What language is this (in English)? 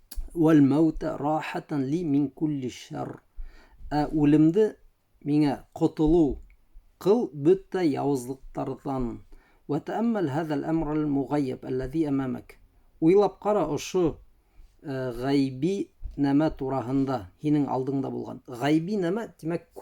Bashkir